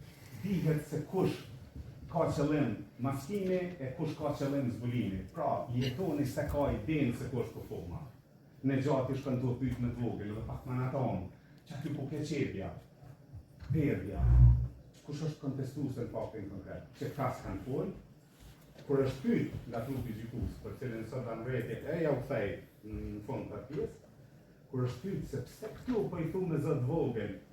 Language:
Albanian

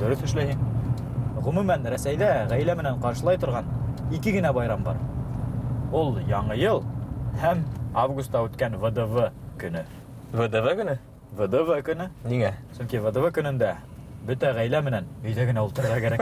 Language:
Bashkir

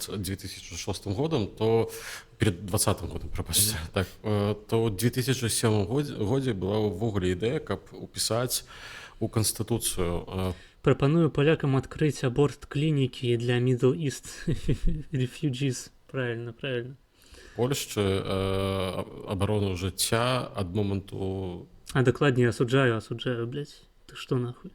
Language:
Belarusian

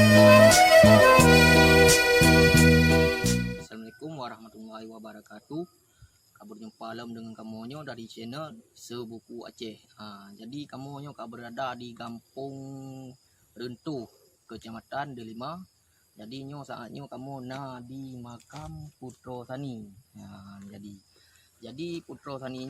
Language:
Achinese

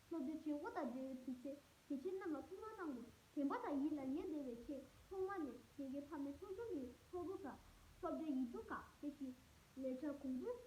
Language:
Tibetan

